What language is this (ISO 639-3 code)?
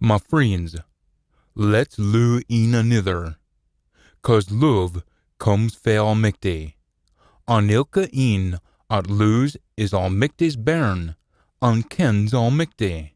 sco